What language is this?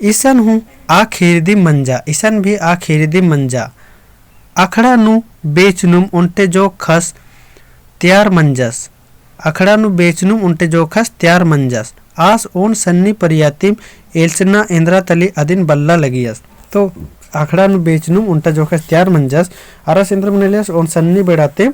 Kurukh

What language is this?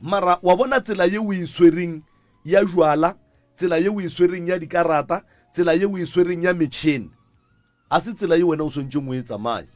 Northern Sotho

